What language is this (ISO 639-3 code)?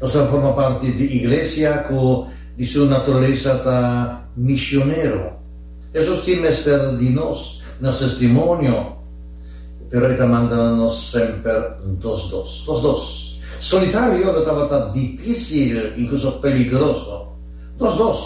pap